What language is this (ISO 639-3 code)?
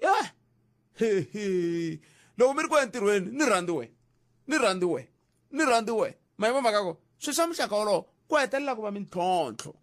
tso